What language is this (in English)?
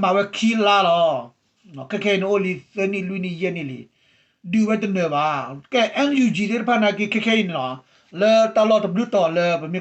S'gaw Karen